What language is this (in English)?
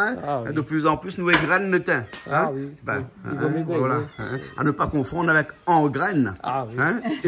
Réunion Creole French